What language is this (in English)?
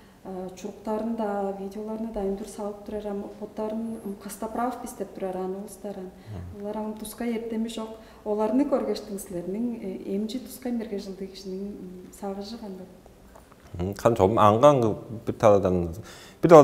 Tuvinian